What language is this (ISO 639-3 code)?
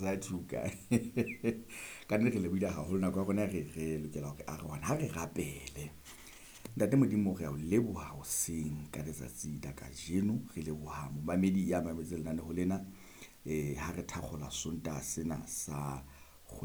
sot